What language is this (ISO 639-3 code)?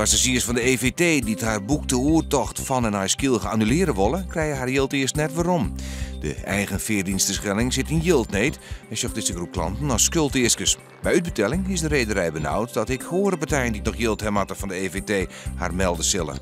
fry